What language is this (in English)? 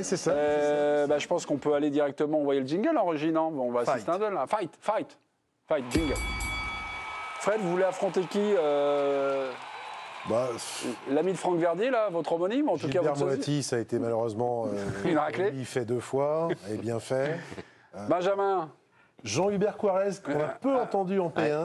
French